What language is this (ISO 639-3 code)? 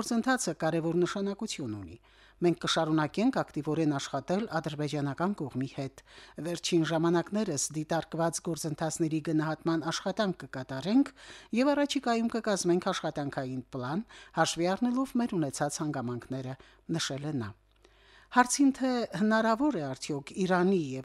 hye